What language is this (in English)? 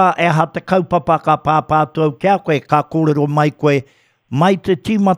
Māori